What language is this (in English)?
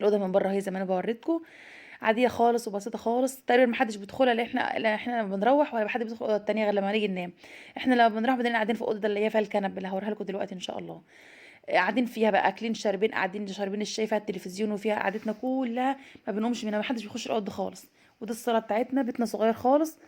Egyptian Arabic